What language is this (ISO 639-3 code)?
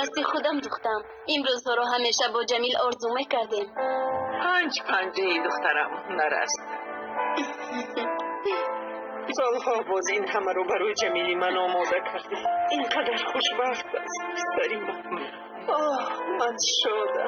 tgk